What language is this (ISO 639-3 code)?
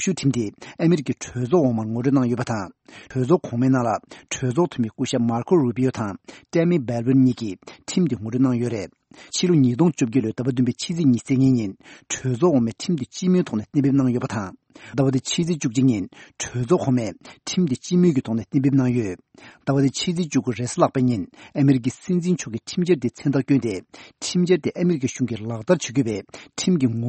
bod